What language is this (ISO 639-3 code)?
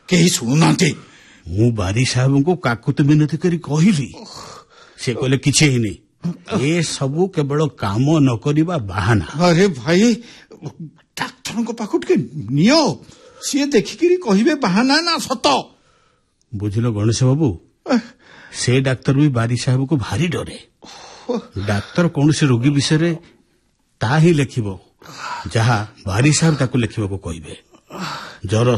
ori